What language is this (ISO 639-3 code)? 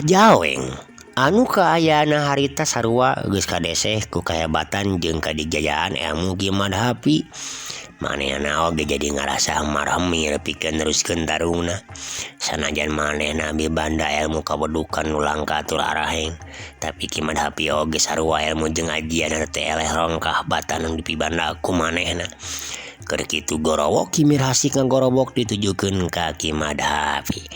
sun